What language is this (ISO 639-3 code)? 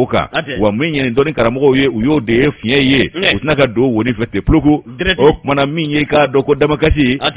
bam